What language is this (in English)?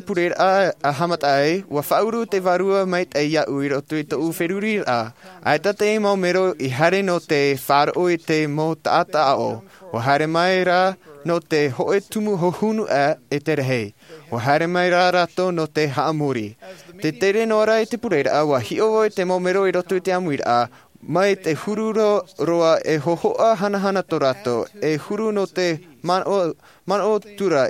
Tahitian